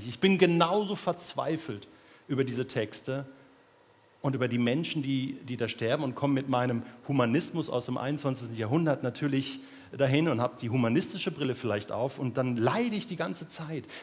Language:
Swiss German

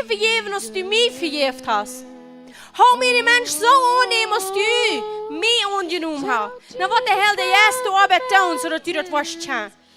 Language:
Plautdietsch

